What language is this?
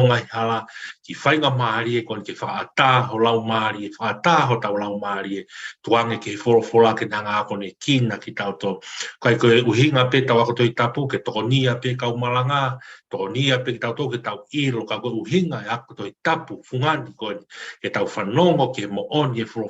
Tongan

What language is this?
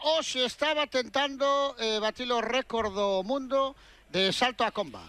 Galician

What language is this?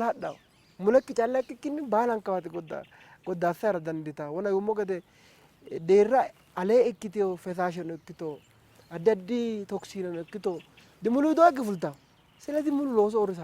Sidamo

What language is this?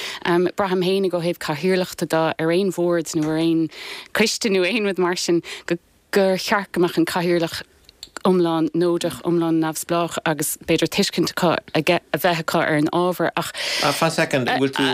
Irish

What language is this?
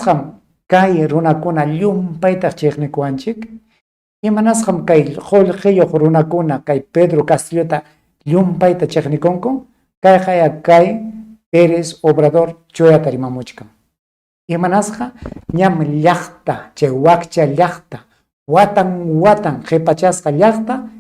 Ayacucho Quechua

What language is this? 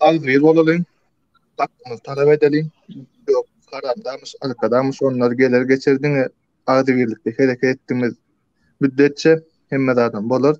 Turkmen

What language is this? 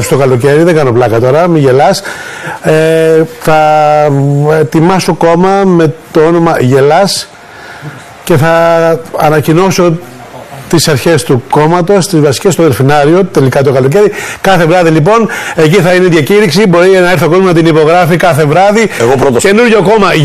Greek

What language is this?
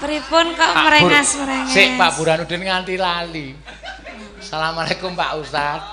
Javanese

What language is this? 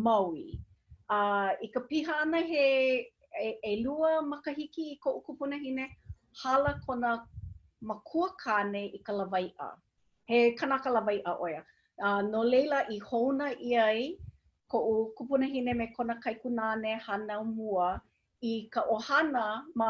Hawaiian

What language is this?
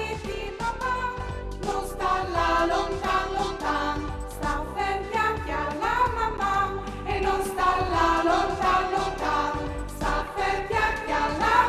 Friulian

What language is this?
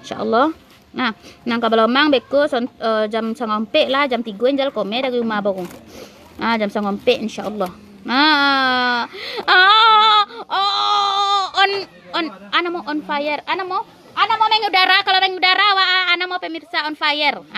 Minangkabau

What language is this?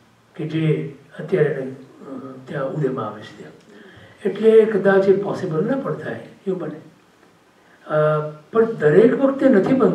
Gujarati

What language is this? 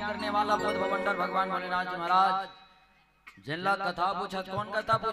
Chhattisgarhi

